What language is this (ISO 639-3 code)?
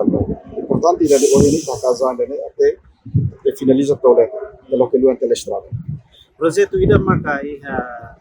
tet